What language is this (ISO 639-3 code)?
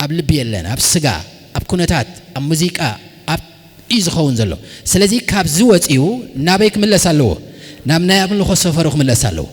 tir